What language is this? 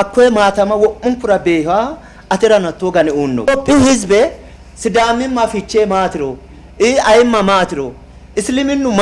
Sidamo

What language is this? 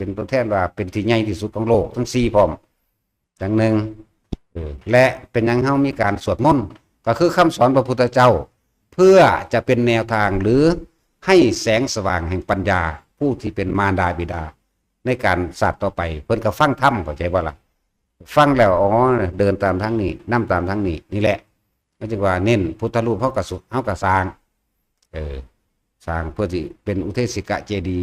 Northeastern Thai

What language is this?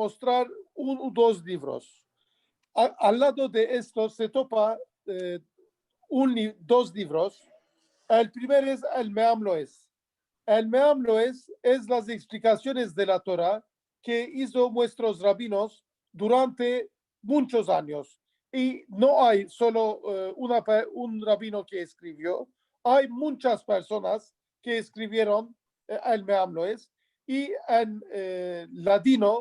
Ladino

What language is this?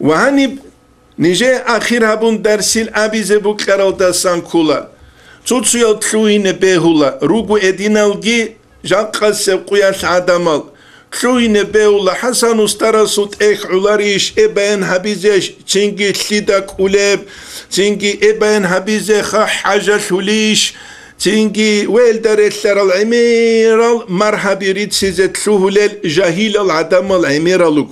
Avaric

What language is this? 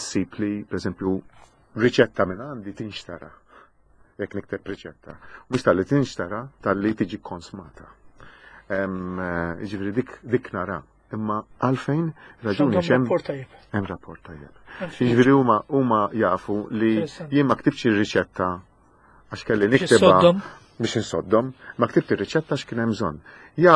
Maltese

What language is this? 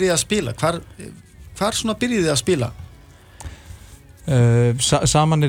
Icelandic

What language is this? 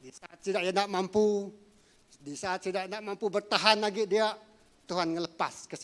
Iban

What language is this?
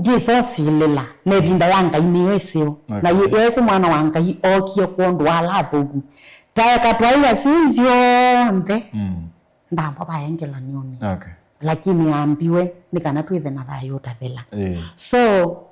Kamba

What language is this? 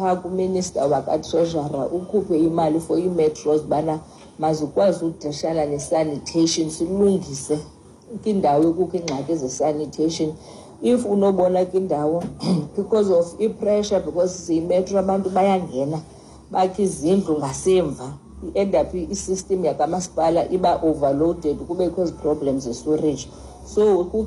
Xhosa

